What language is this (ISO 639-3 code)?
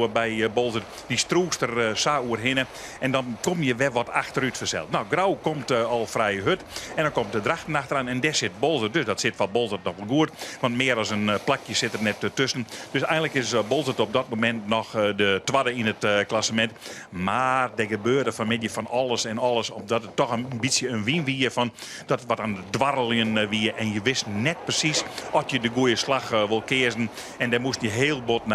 fry